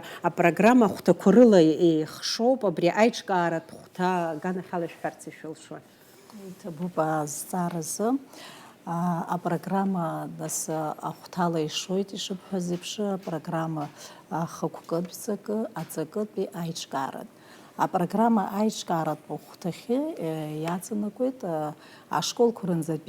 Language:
Abkhazian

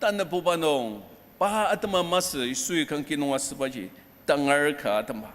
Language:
Ao Naga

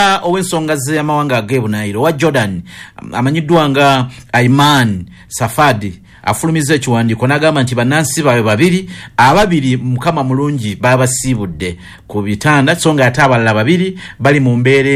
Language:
Ganda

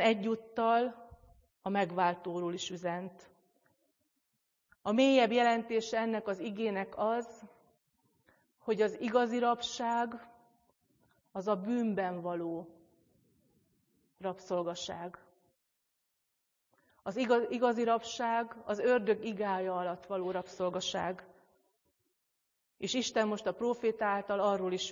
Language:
Hungarian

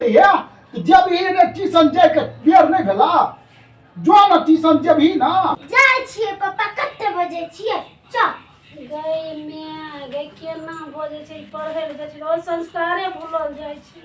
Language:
Maithili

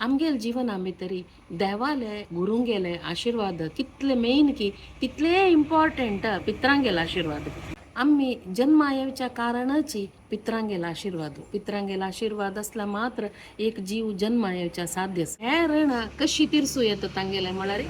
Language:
Konkani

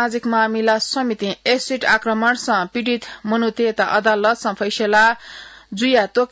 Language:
Newari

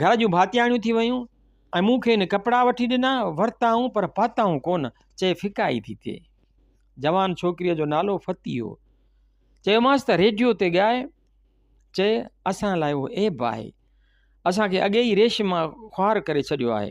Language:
Sindhi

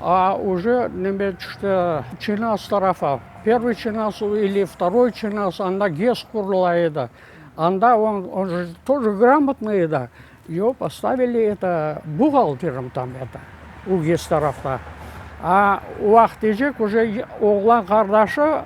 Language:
Crimean Tatar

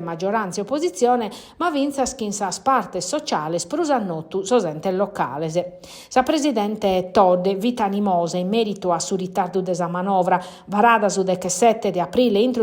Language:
Sardinian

